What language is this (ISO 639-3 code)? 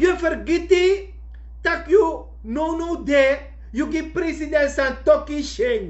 srn